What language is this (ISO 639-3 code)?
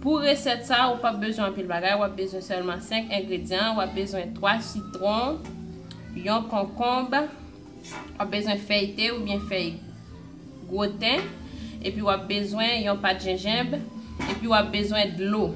hat